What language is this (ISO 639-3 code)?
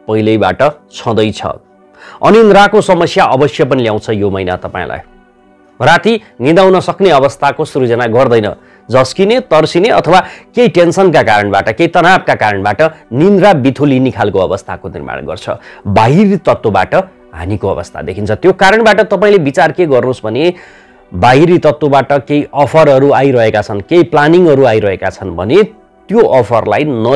nep